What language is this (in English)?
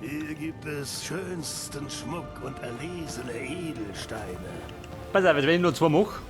Bavarian